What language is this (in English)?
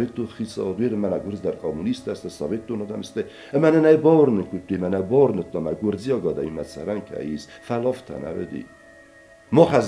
Ossetic